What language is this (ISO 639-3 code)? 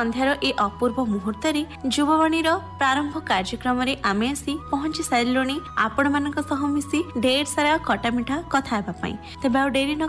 ori